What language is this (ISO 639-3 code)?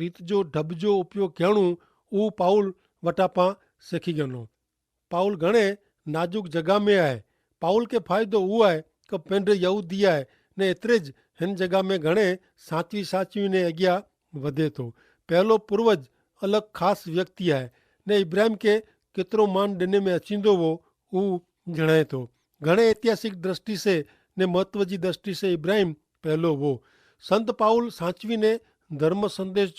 kfr